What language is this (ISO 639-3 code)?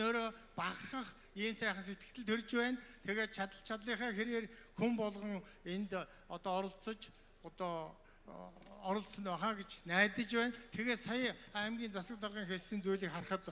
mon